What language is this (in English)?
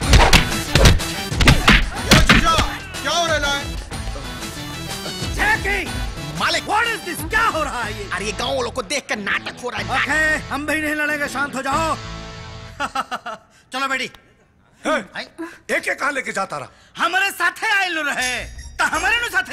Bhojpuri